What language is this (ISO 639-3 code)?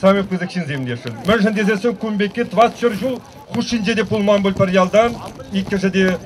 chv